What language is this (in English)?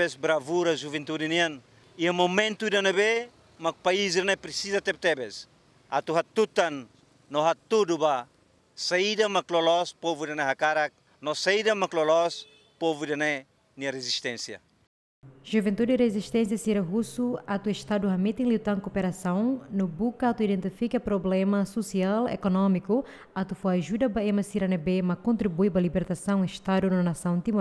Tetum